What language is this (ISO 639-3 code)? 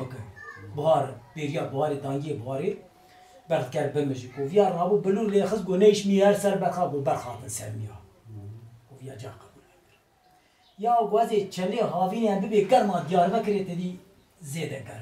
kur